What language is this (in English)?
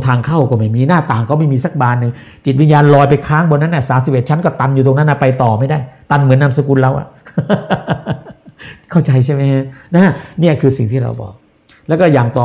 Thai